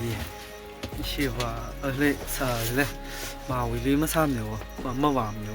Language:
Tangkhul Naga (India)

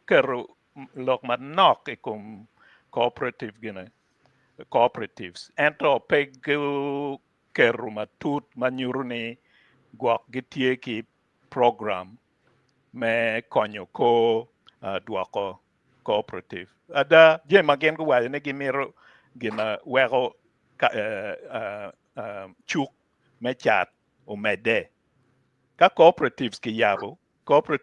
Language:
Acoli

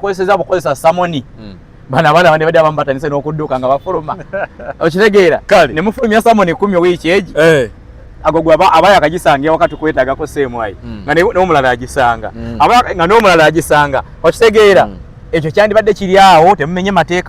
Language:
Ganda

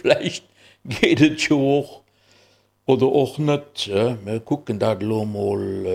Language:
Luxembourgish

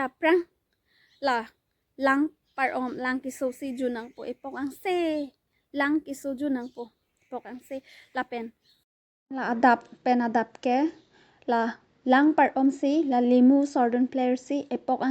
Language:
Karbi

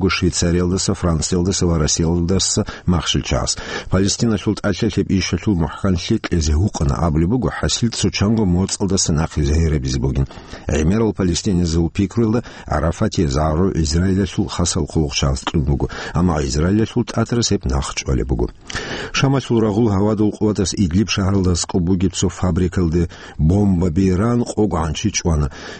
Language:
Avaric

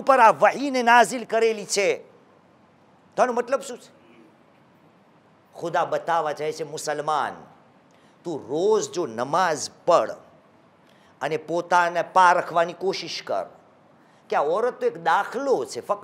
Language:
Gujarati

